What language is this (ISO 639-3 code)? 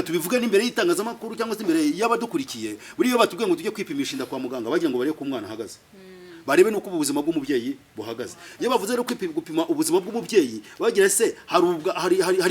kin